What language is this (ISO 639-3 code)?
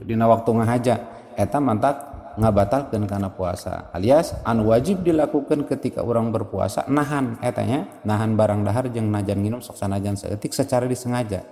sun